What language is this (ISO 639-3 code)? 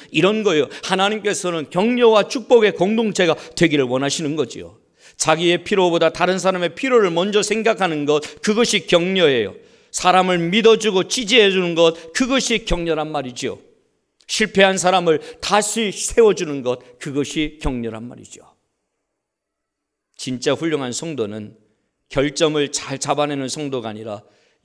kor